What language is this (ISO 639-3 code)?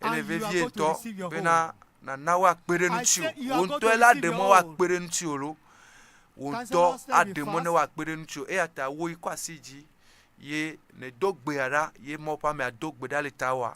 ewe